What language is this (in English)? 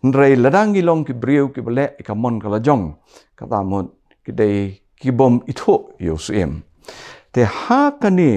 Khasi